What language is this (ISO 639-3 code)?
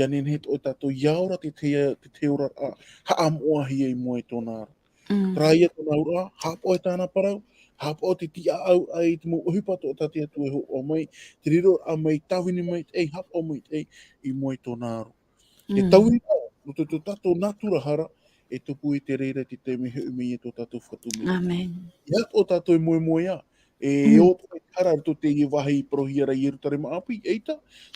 tah